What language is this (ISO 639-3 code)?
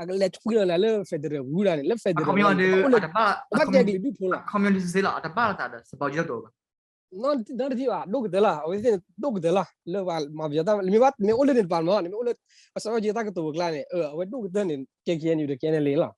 ksw